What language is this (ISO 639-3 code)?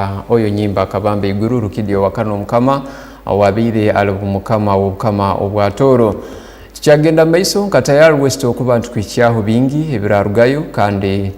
ttj